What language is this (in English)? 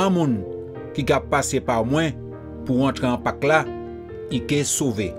Guadeloupean Creole French